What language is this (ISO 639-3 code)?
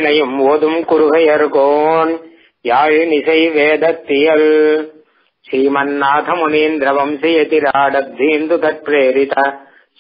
tam